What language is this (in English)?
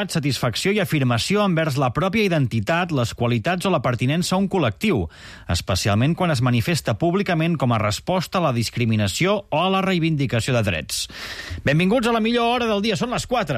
Catalan